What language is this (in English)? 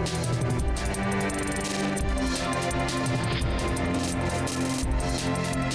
Kazakh